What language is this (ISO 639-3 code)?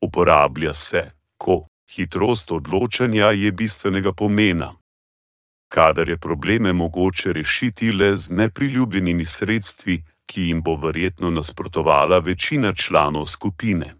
slv